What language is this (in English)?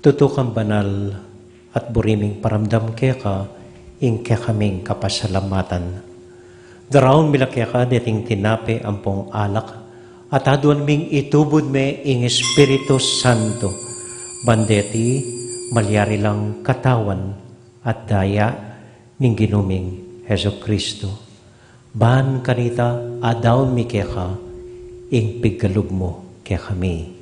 Pampanga